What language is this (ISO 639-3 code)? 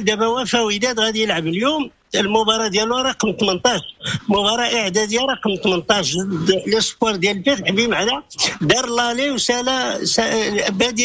ary